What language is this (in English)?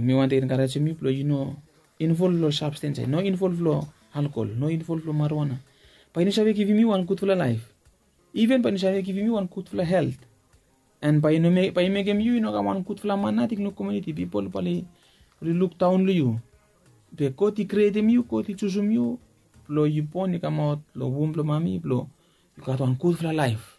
Bislama